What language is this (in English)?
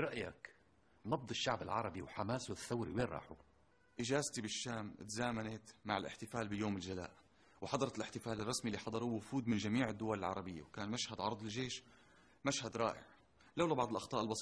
North Levantine Arabic